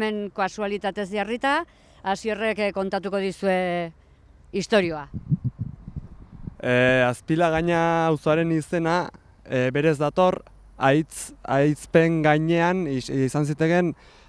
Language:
Basque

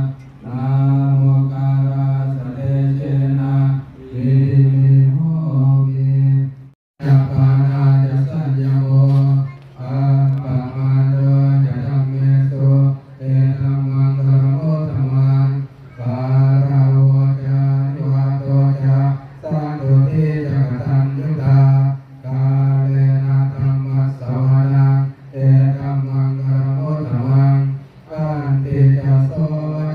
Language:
Pali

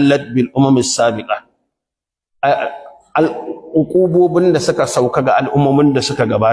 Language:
Hausa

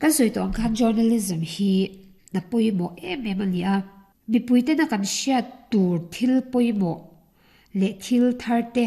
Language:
Mizo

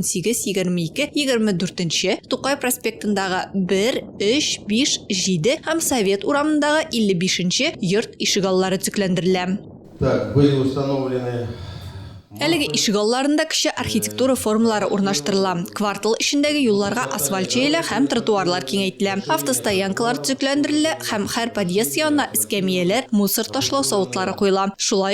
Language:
Tatar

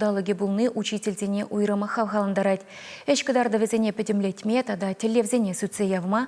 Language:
Chuvash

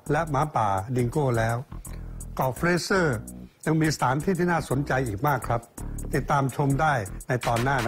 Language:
Thai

